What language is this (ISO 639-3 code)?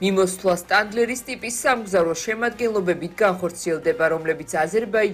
kat